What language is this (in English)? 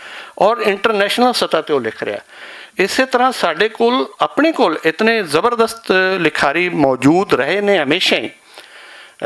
Western Panjabi